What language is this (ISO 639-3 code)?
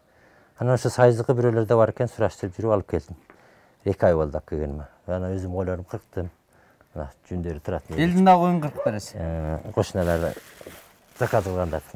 kir